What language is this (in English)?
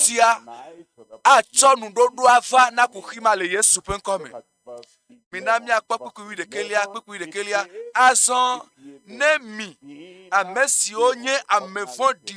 Ewe